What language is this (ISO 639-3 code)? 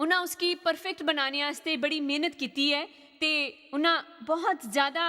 doi